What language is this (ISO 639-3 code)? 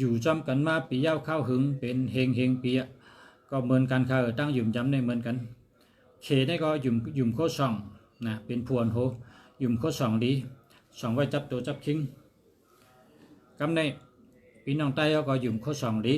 shn